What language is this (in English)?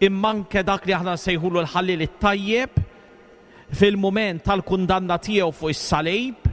Maltese